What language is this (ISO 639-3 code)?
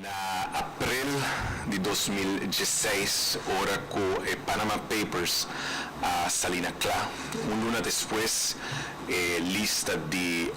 pap